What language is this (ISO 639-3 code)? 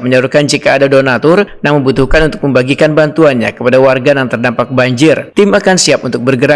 bjn